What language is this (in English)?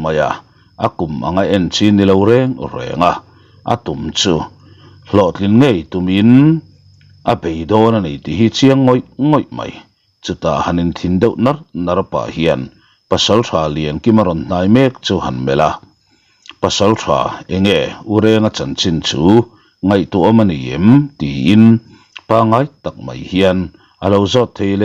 Mizo